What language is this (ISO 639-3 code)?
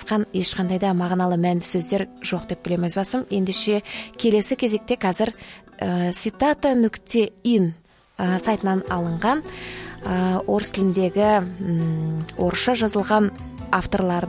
kaz